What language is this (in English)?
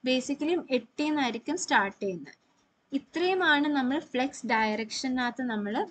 Malayalam